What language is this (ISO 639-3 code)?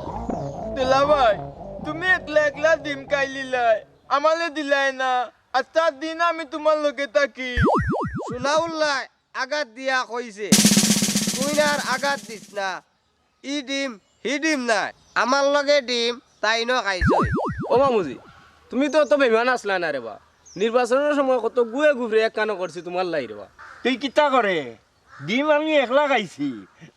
syl